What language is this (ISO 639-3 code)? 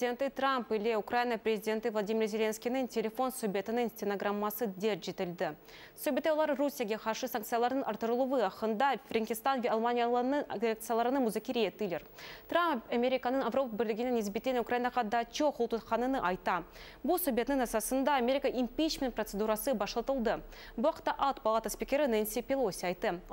crh